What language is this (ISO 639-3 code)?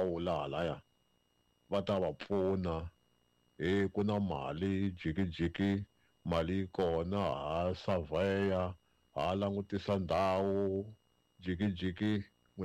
tso